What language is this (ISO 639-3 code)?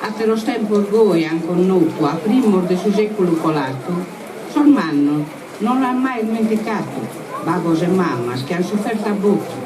srd